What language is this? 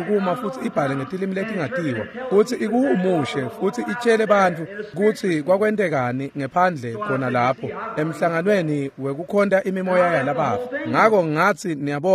Swati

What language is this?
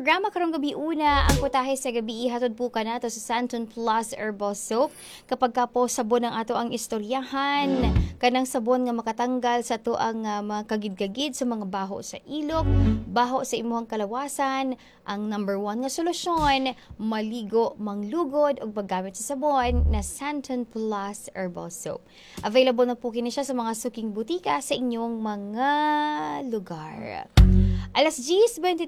Cebuano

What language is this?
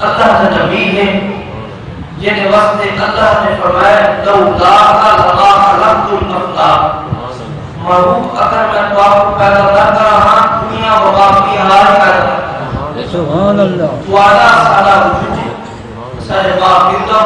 Saraiki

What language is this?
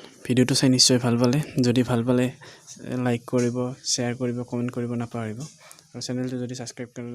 Assamese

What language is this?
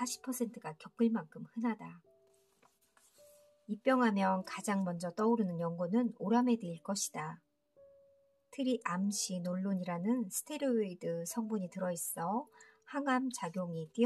Korean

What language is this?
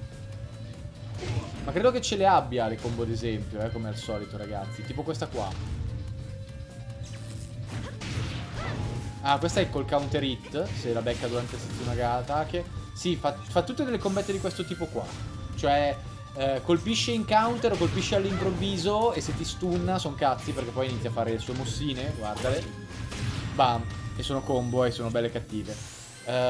Italian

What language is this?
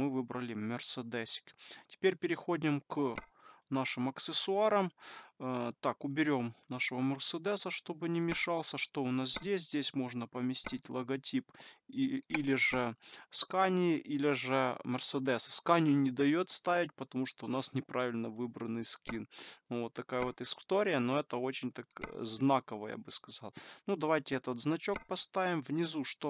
Russian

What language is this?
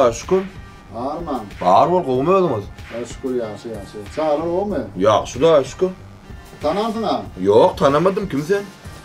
Turkmen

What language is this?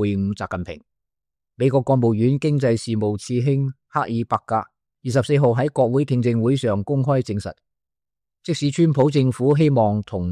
Cantonese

